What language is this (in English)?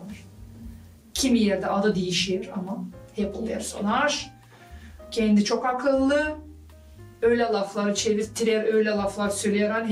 Gagauz